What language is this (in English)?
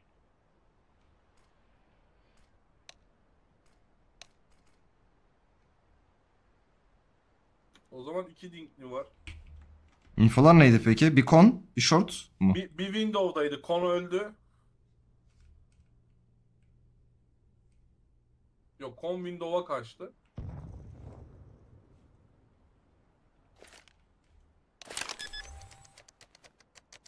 Turkish